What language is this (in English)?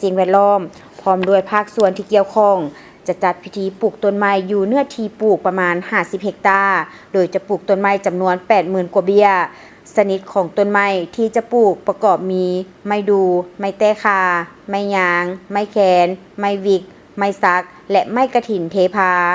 Lao